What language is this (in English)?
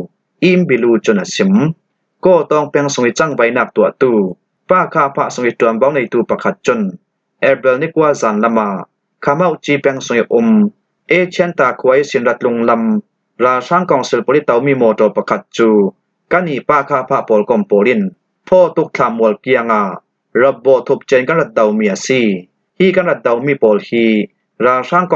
Falam Chin